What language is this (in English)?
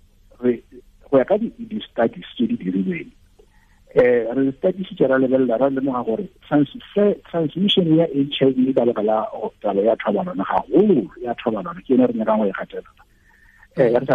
Tswana